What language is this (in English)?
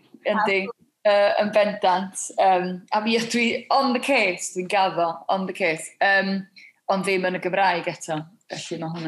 Welsh